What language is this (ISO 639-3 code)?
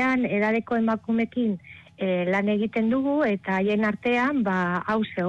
eus